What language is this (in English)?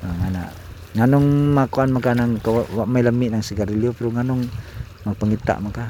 Cebuano